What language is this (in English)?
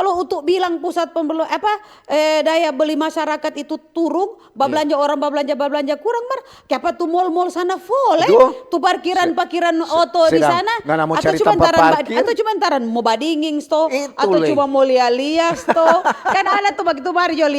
Manado Malay